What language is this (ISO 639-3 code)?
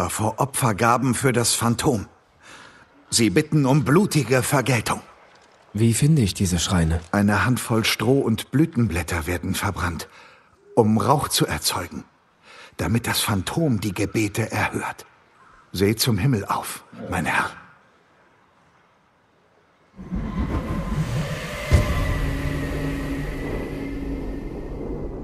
deu